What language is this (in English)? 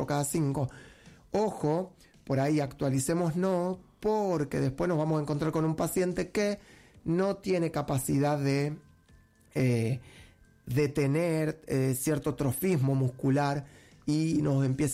Spanish